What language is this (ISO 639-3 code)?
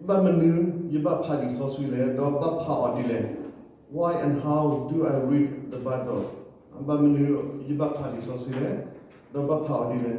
ksw